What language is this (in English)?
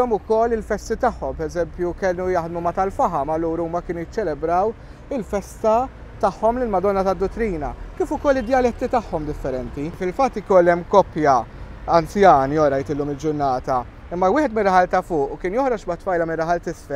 Maltese